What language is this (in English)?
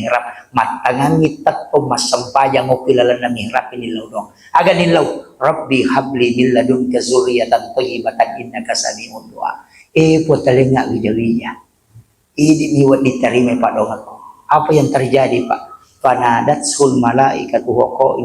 Buginese